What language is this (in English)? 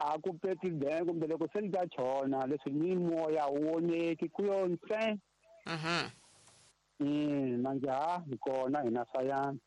Tsonga